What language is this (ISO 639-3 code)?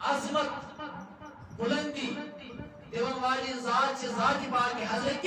kas